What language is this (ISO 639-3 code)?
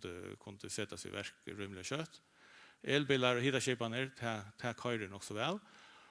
fao